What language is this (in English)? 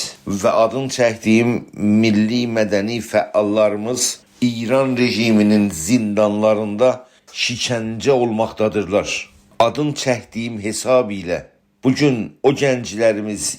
South Azerbaijani